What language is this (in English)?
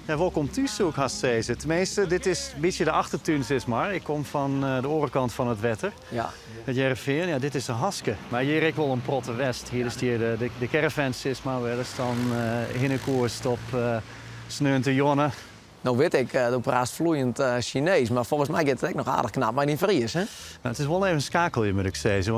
Western Frisian